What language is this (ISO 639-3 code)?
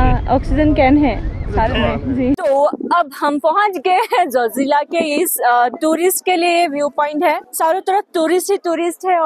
hin